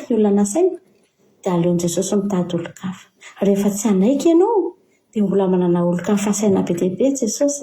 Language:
Malagasy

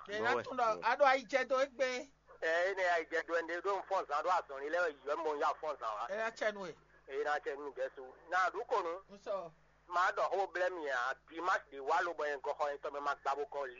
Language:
Fon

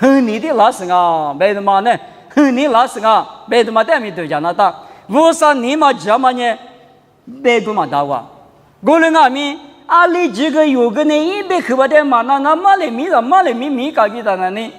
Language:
Lisu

